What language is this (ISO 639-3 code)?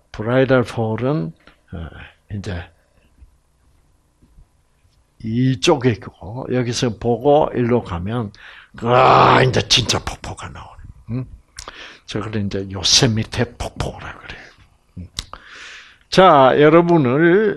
kor